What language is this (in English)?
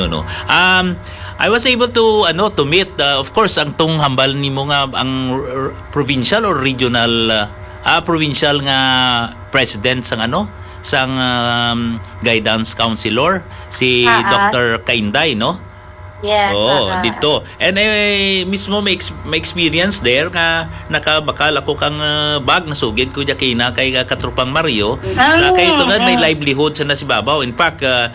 Hiligaynon